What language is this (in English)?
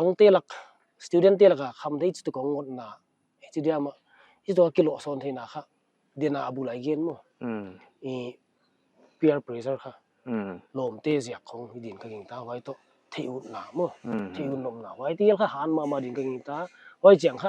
Paite Chin